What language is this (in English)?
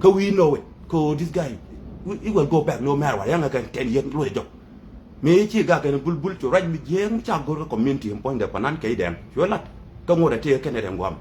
Nuer